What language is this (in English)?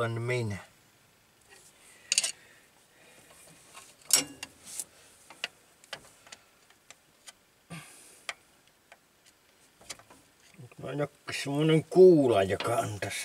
Finnish